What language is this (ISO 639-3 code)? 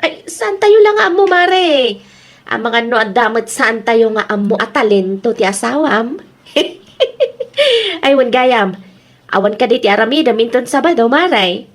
ilo